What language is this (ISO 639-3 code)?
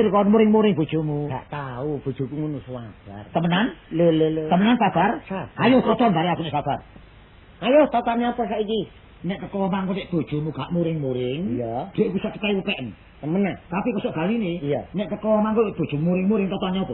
jav